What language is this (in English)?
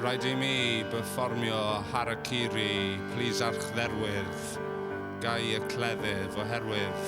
Welsh